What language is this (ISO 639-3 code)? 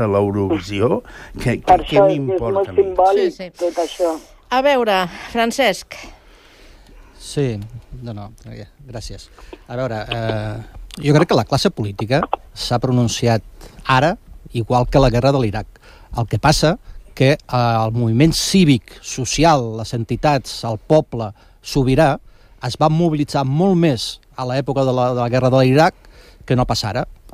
cat